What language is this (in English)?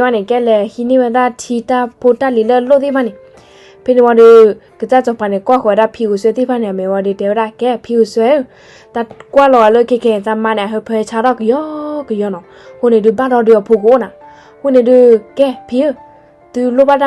S'gaw Karen